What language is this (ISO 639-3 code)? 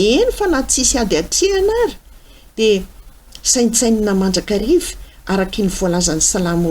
mlg